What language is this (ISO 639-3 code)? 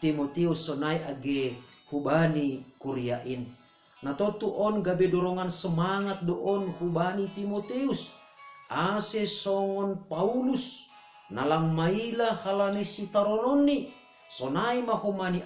bts